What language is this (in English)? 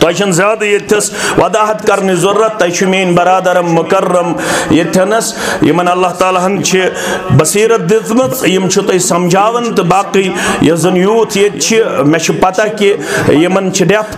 Kashmiri